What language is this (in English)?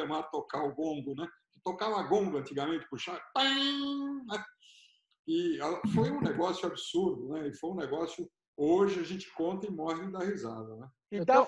Portuguese